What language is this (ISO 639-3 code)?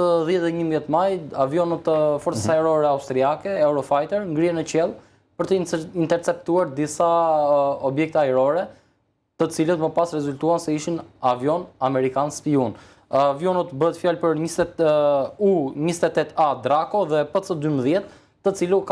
sqi